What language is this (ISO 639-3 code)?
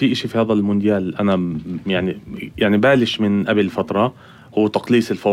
apc